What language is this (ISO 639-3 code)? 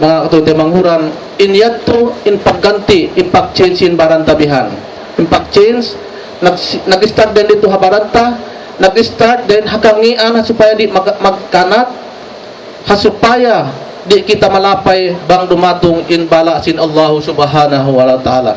tsg